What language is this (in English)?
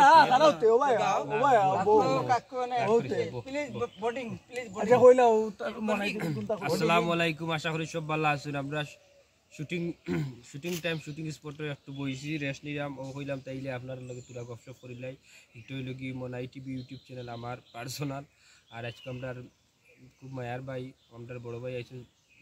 Sylheti